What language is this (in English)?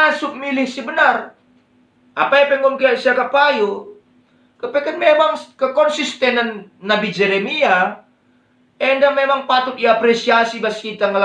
Batak Karo